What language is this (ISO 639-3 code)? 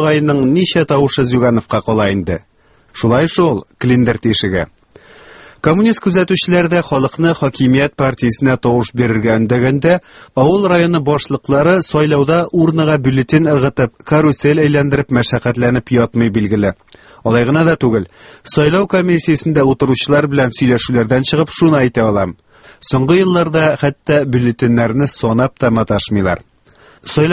tat